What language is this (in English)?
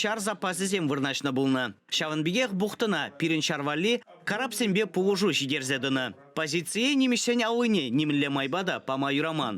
Chuvash